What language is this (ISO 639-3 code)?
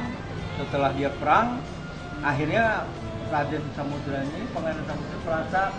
bjn